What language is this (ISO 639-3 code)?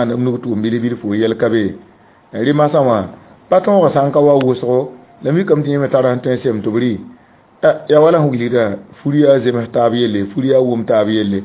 mos